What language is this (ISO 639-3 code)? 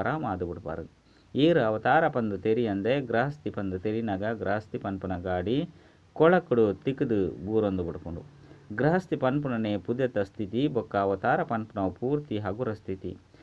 tcy